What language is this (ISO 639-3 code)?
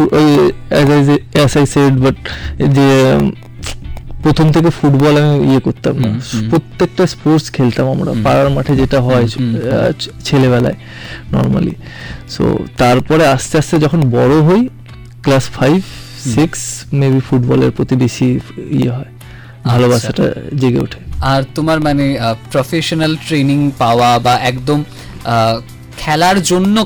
ben